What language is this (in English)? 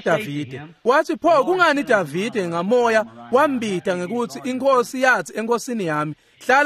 Swati